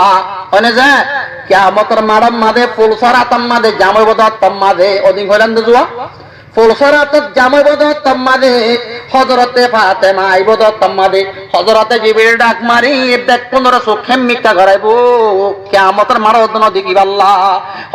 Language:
Rohingya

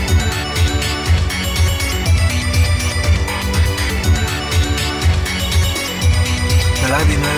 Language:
Estonian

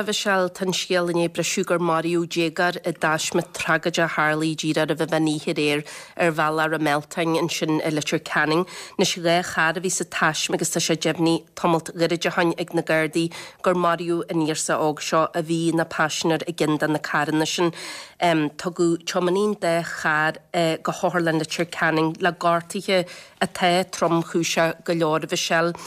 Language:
Irish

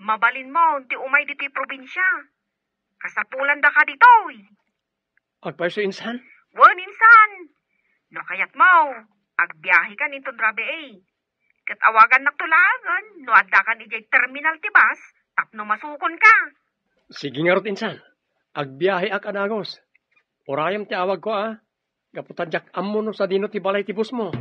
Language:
Iloko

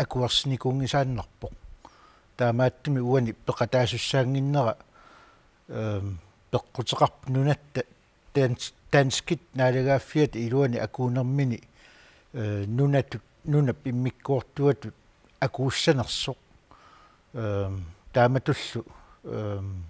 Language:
Kalaallisut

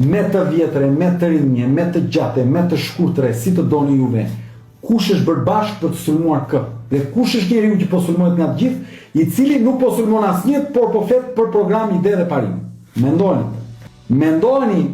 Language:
Albanian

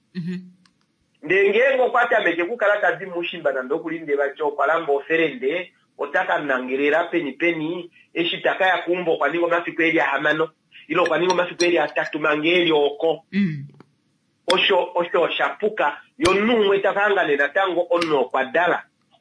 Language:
Kuanyama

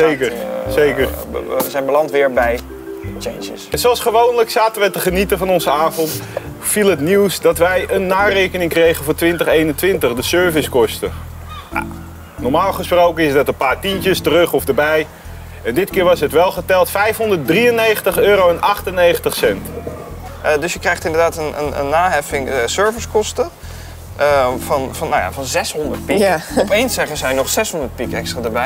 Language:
Dutch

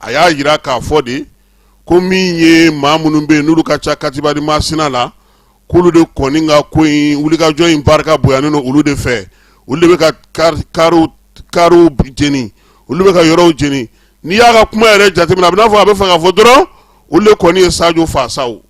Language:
Bambara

